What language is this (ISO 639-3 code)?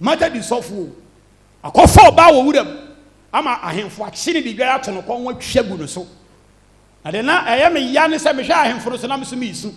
aka